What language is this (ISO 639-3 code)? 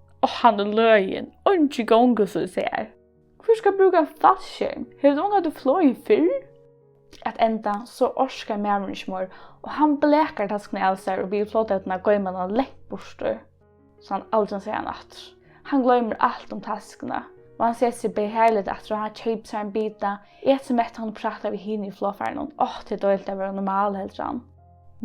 fao